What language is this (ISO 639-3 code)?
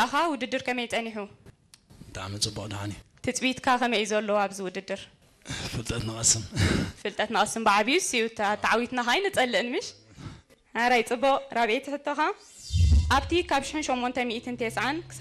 tir